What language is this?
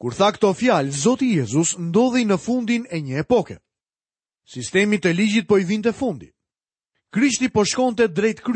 Albanian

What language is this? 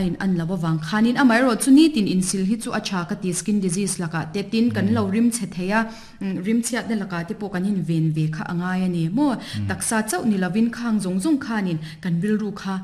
Mizo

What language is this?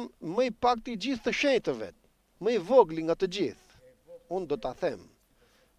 Albanian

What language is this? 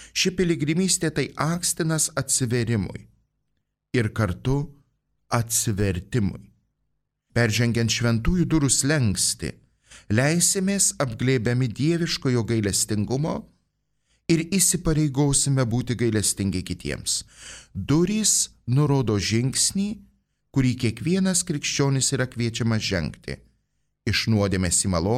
Lithuanian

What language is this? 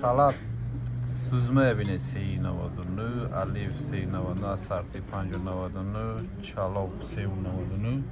Tajik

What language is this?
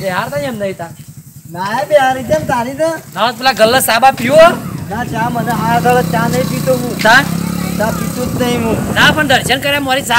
Gujarati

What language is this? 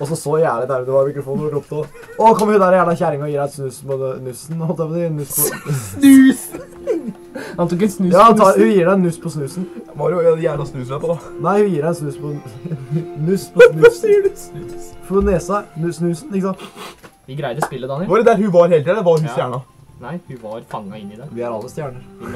Norwegian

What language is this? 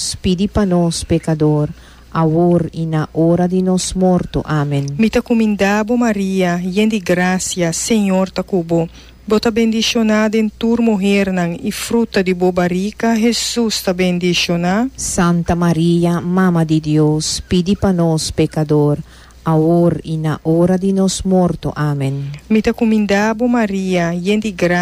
Papiamento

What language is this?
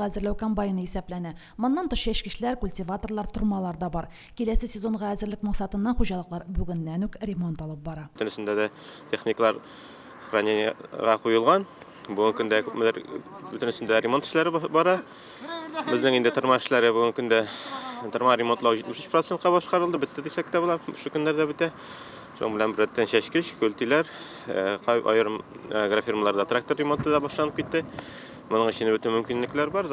Tatar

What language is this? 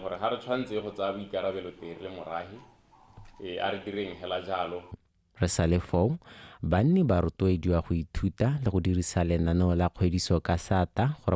Tswana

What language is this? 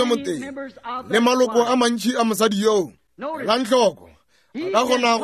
Northern Sotho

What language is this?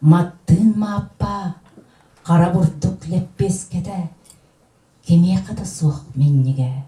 Yakut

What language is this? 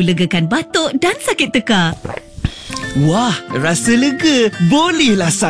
Malay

